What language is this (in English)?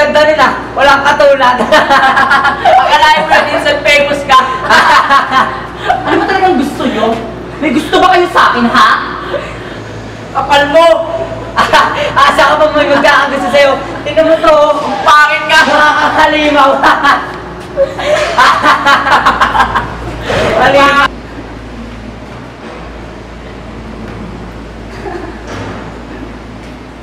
Filipino